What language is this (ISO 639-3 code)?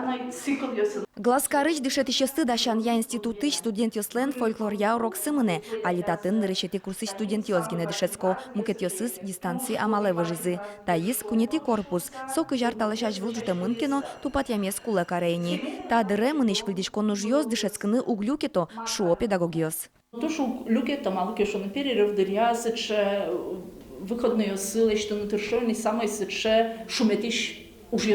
udm